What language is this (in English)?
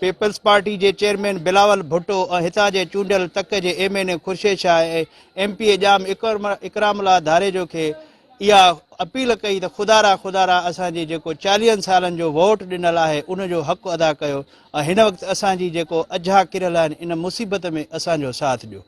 Sindhi